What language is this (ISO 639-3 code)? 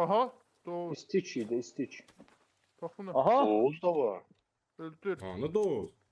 azb